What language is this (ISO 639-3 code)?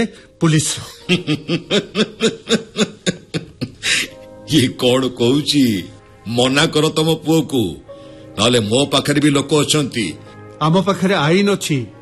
ori